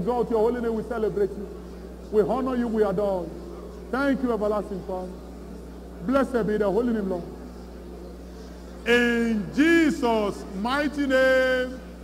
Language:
English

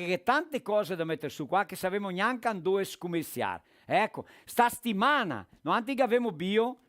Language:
Venetian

